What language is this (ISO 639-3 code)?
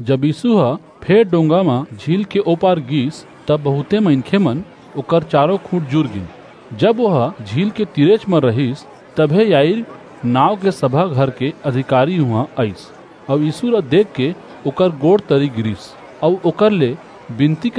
hne